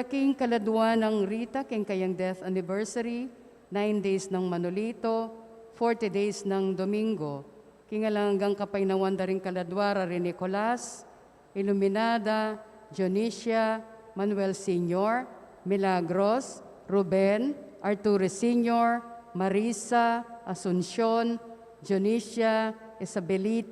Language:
Pampanga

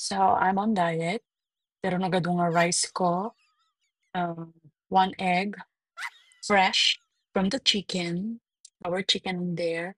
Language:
Iloko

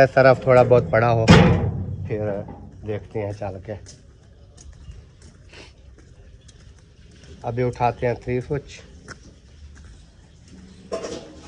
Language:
Hindi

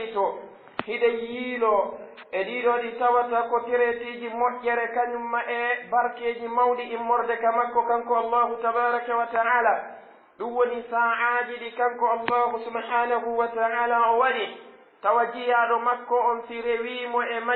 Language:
Pular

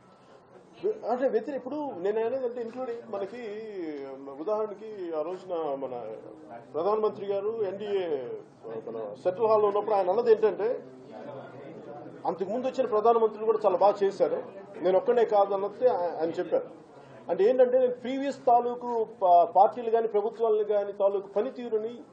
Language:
Telugu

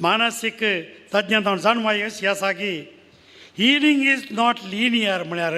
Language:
Konkani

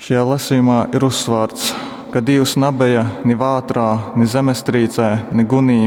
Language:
Latgalian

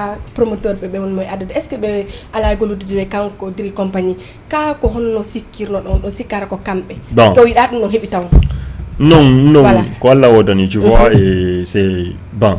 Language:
Fula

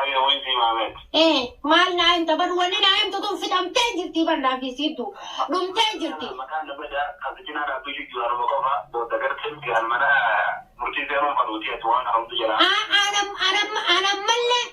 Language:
Oromo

